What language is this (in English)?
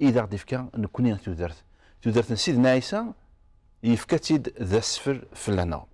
Kabyle